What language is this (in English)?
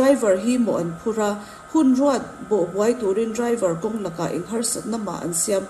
Mizo